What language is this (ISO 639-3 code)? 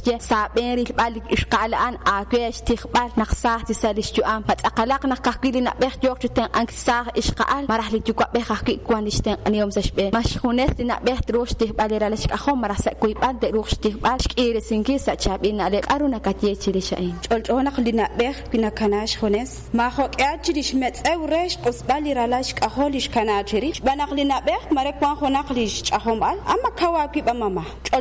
kek